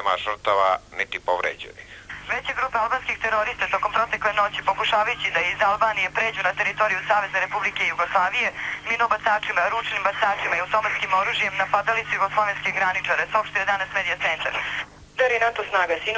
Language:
Serbian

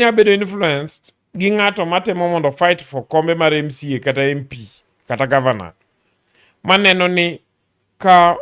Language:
Luo (Kenya and Tanzania)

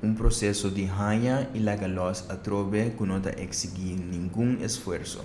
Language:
Papiamento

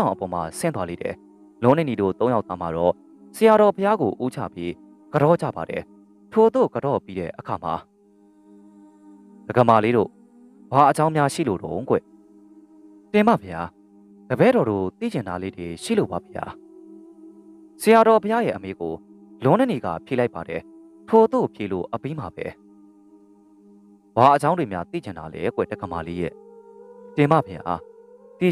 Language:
Burmese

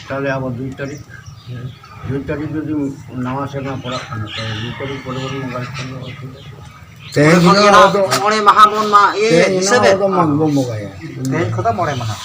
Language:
Santali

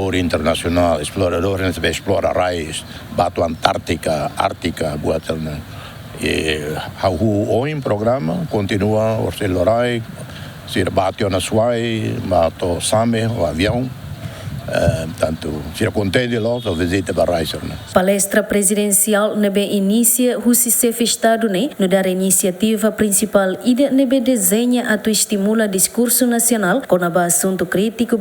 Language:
Tetum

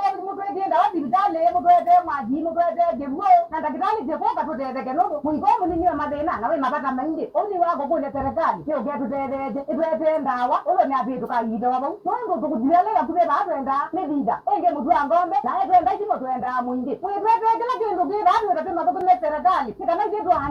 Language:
Kamba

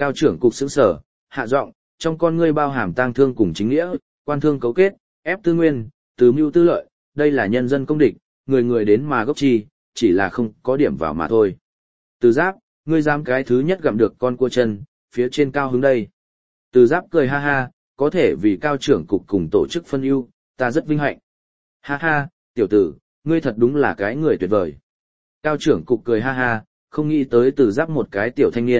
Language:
Vietnamese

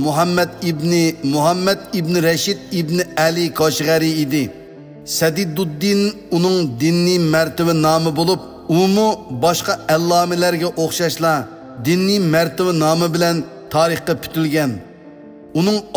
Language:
Uyghur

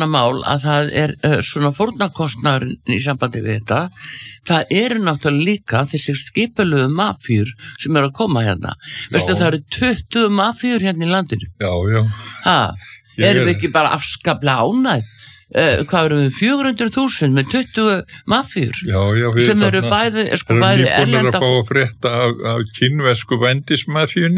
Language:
Icelandic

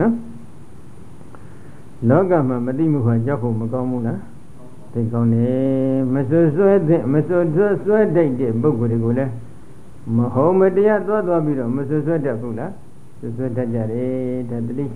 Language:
Burmese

